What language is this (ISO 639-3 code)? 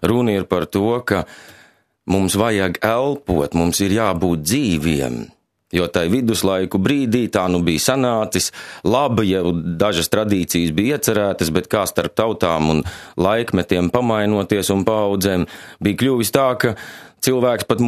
lav